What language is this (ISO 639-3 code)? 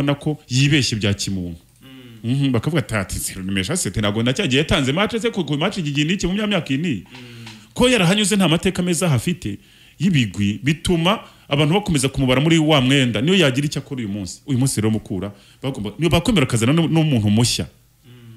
kin